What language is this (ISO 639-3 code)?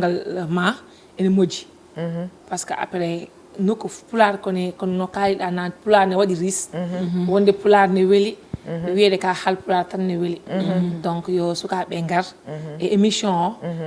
ful